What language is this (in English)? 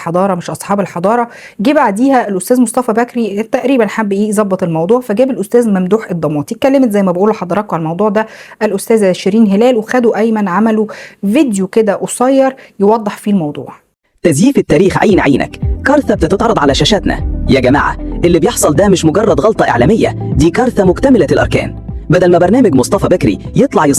Egyptian Arabic